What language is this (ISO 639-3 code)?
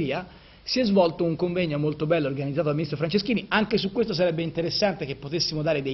ita